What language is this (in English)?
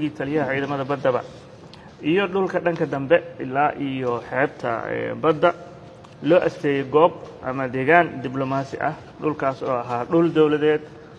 Somali